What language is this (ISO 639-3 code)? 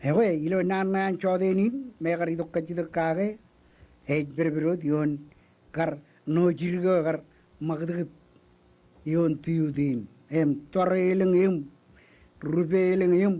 mah